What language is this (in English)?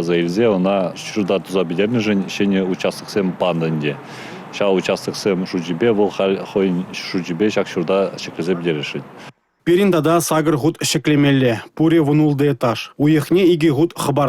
Chuvash